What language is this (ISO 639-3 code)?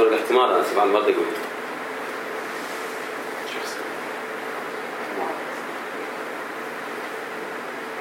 ara